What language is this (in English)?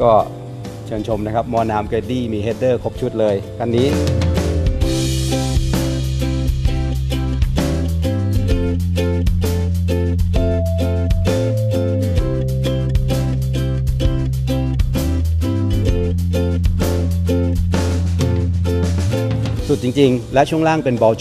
Thai